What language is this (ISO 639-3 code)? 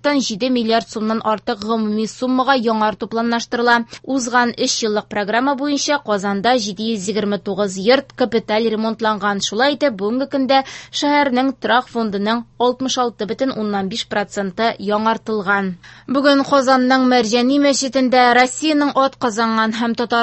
tat